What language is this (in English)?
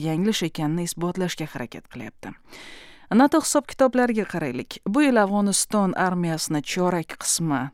Uzbek